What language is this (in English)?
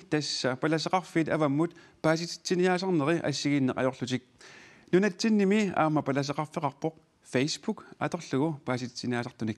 Kalaallisut